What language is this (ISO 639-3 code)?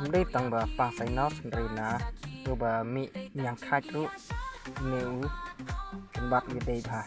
kha